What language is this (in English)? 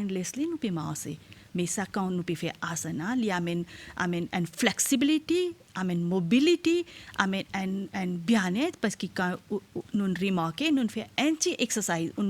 Morisyen